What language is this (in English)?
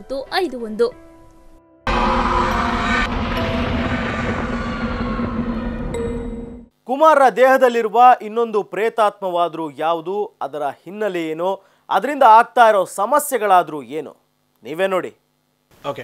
Kannada